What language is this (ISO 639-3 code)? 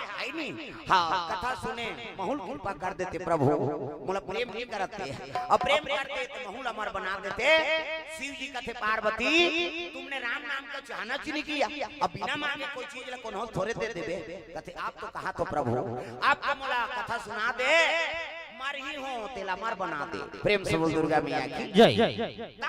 hne